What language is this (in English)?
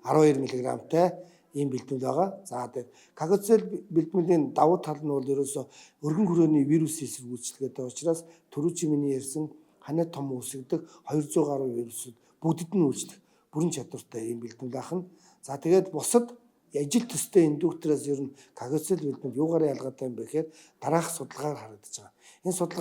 Mongolian